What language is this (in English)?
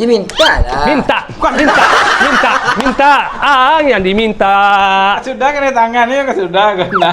Minangkabau